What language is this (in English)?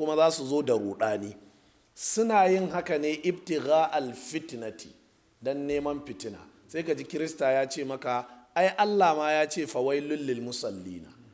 Hausa